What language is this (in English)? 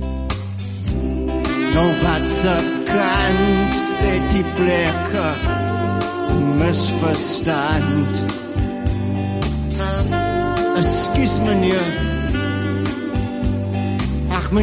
Afrikaans